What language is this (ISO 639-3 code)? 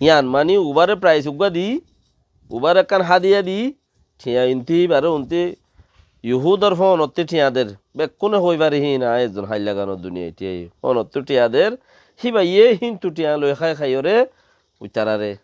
rhg